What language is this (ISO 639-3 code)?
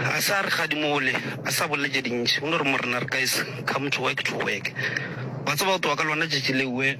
nso